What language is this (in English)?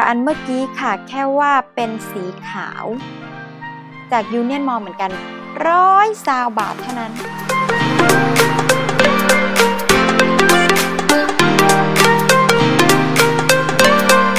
Thai